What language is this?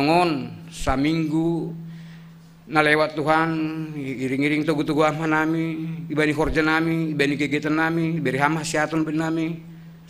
Batak Simalungun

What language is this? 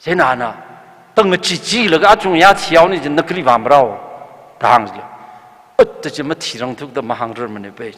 Tangkhul Naga (India)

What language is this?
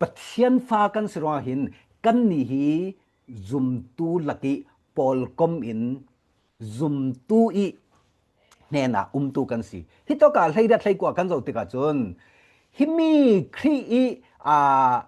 Falam Chin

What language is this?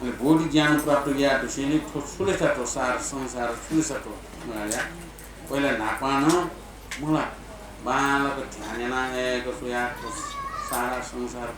Newari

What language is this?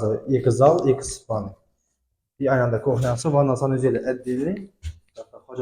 Uzbek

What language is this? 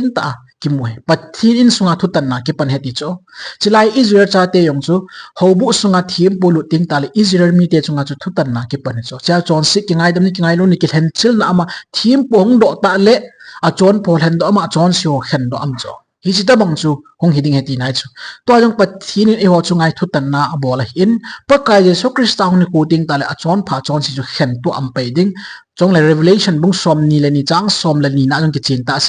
Thado Chin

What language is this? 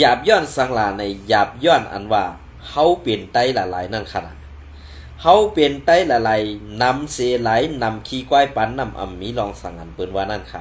Shan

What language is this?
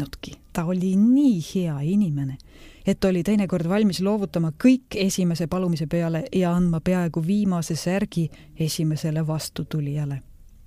Estonian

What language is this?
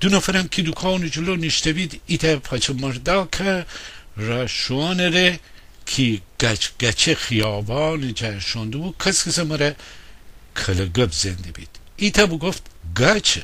Gilaki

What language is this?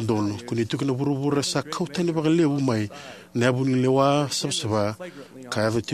Fijian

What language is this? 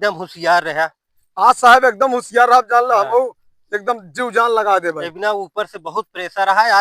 Awadhi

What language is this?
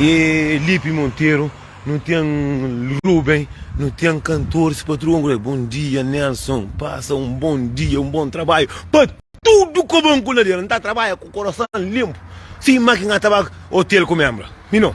Kabuverdianu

